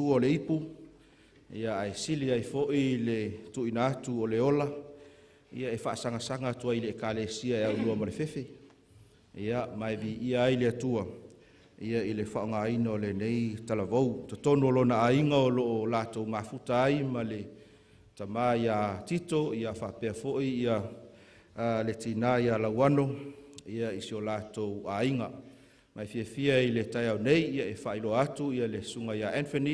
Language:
Samoan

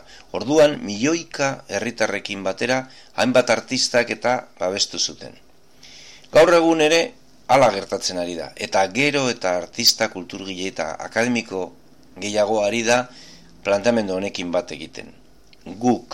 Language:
Basque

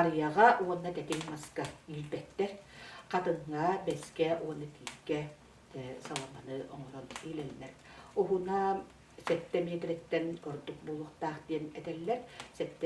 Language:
Yakut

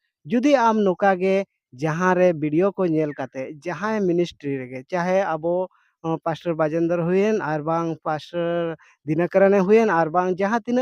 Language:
Santali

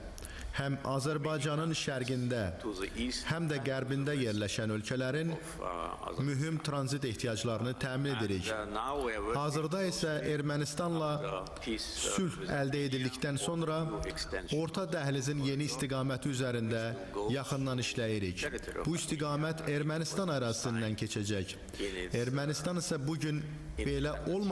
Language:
Azerbaijani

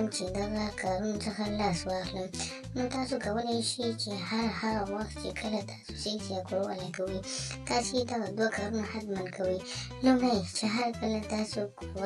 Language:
Pashto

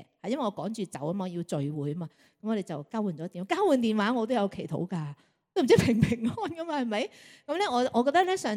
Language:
Cantonese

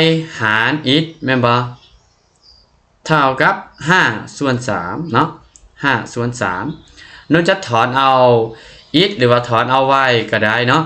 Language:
Lao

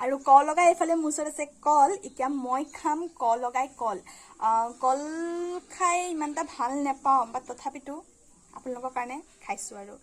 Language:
Assamese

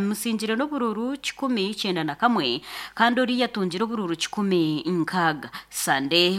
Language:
Nyankole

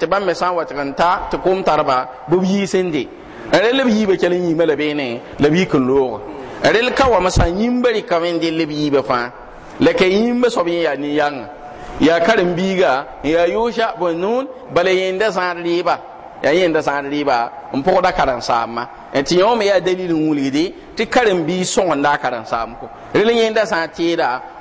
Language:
Mossi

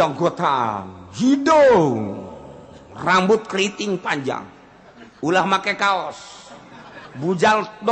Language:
Sundanese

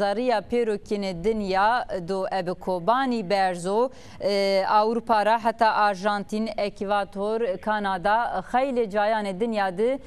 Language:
Zaza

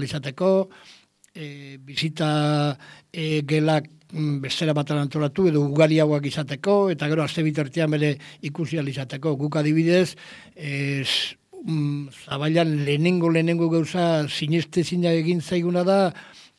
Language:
Basque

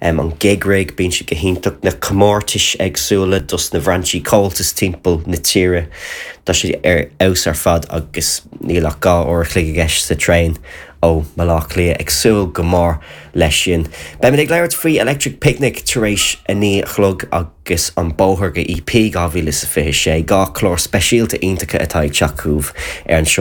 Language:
Irish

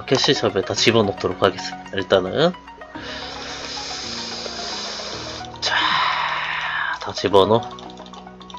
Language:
Korean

